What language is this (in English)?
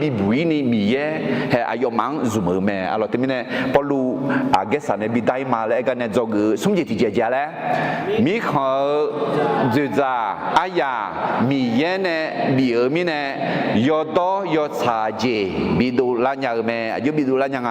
Akha